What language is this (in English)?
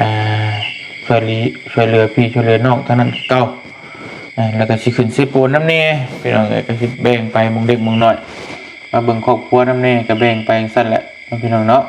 Lao